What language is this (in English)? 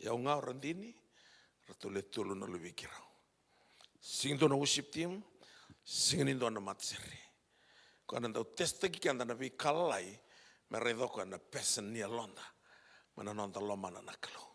Fijian